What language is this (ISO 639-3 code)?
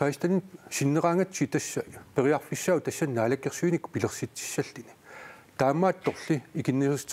kal